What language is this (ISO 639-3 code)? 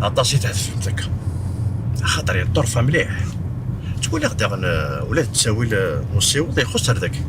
kab